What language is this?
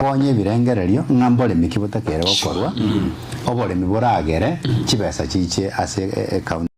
Gusii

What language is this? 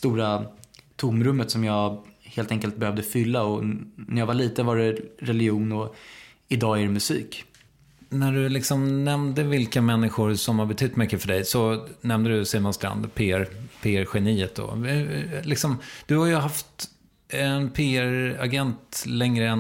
Swedish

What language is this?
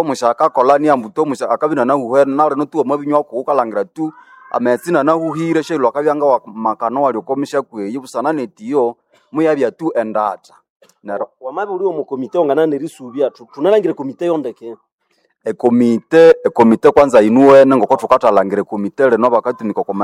Nande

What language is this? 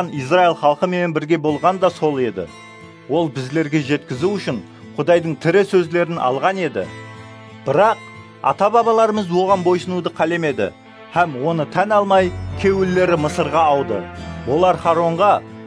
Kara-Kalpak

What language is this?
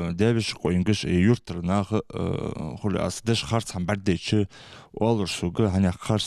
Ingush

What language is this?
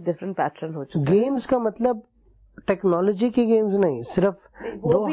Hindi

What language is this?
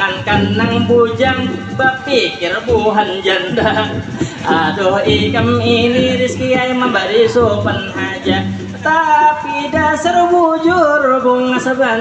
Banjar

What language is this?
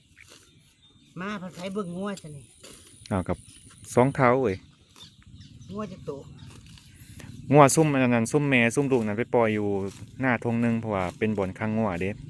Lao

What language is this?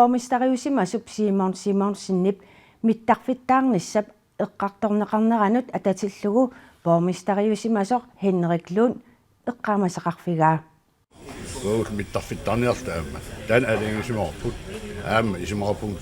Kalaallisut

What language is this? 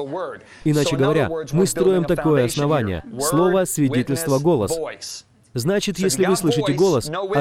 Russian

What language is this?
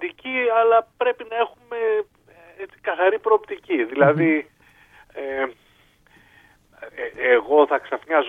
Greek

